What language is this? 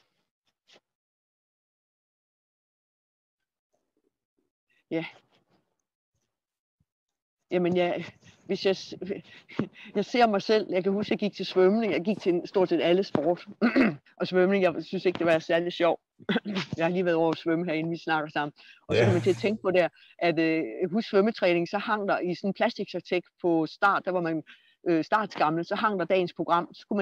Danish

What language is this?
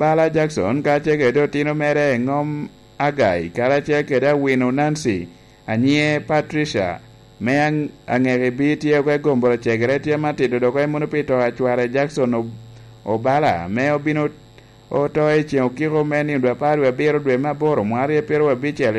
Lango (Uganda)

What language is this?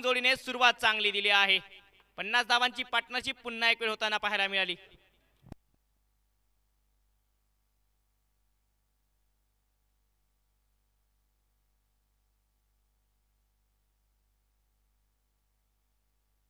Marathi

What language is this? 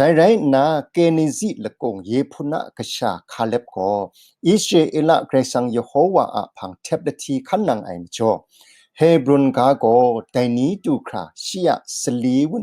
Kachin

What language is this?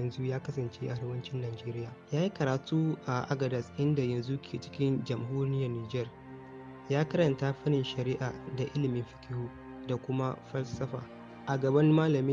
Hausa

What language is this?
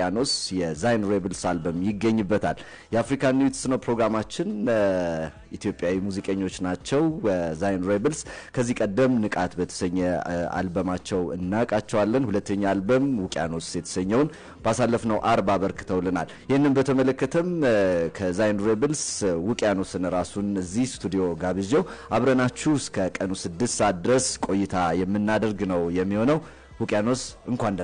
Amharic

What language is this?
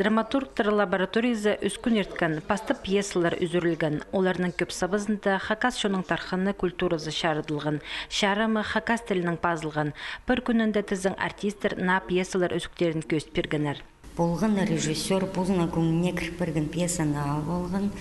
Khakas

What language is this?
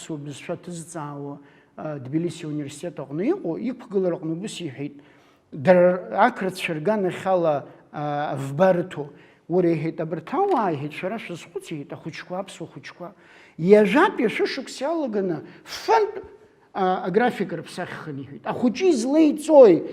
Abkhazian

